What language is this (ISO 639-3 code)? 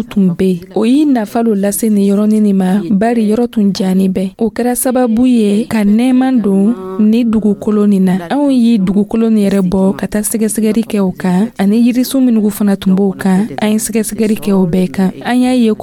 dyu